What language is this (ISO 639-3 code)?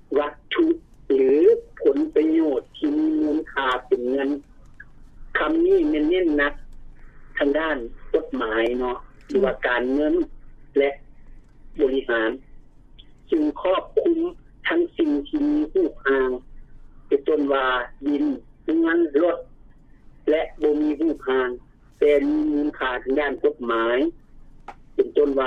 lao